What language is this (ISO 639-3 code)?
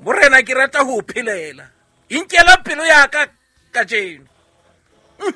sot